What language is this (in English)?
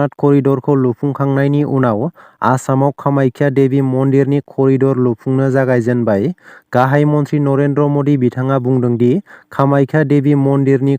Bodo